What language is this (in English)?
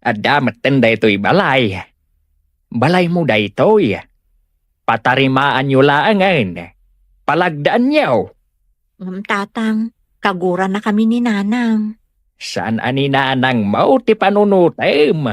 Iloko